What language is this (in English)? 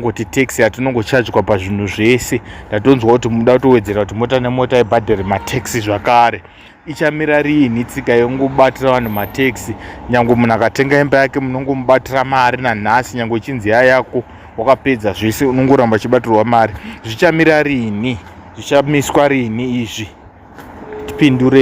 Shona